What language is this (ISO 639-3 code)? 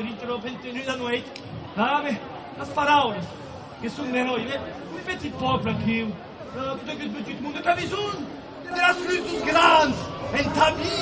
oci